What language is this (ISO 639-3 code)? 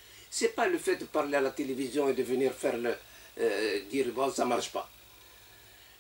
fra